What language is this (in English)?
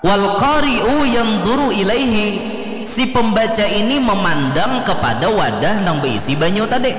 Banjar